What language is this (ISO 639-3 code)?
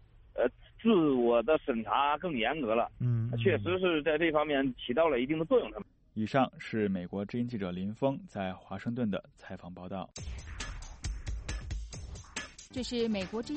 zho